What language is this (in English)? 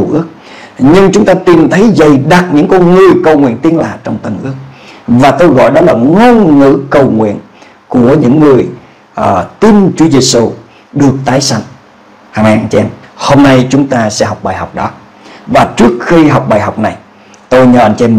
Vietnamese